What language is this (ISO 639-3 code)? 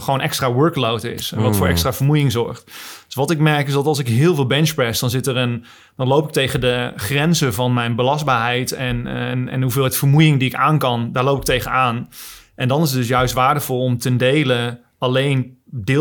nld